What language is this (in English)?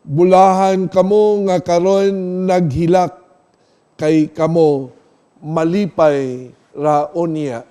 Cebuano